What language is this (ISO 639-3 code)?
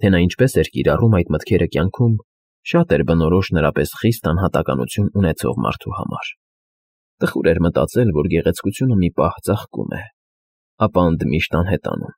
hye